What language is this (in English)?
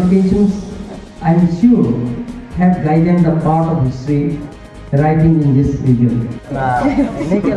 Karbi